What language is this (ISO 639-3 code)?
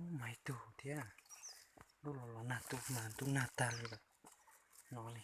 hmn